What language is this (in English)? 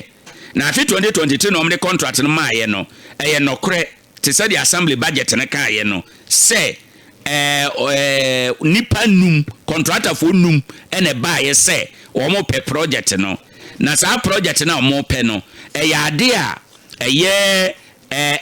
Akan